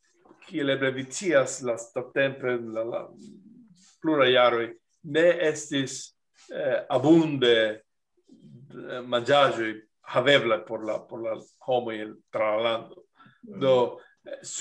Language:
Esperanto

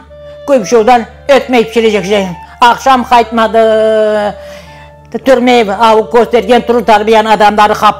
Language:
Crimean Tatar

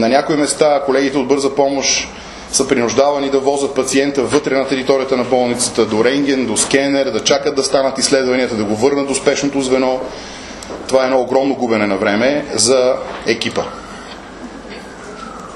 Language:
Bulgarian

